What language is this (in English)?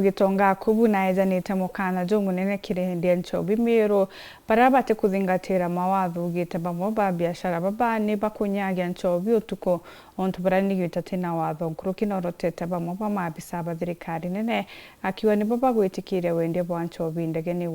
Meru